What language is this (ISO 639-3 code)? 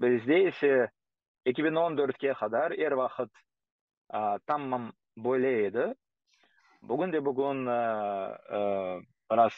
crh